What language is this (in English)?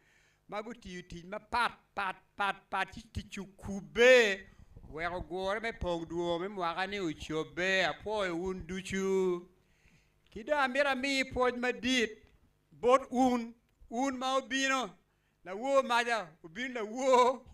Acoli